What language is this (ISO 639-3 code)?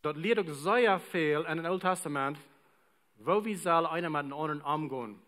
pdt